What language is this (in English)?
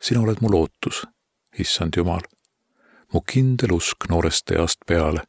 Estonian